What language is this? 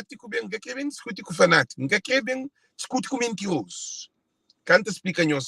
Kabuverdianu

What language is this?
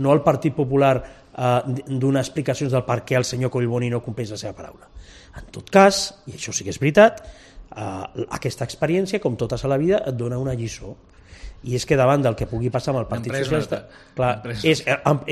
Catalan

